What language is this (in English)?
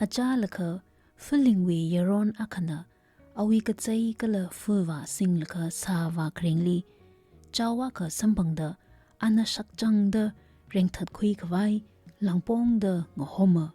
Tangkhul Naga (India)